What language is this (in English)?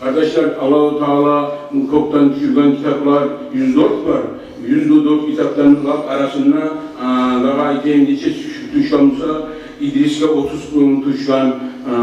Kumyk